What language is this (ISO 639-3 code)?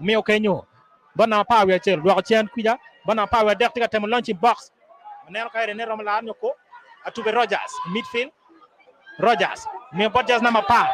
ach